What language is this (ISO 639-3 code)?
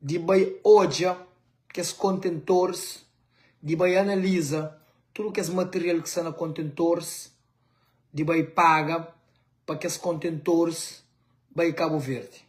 kea